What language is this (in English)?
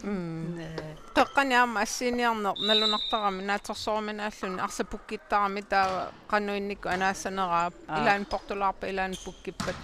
Kalaallisut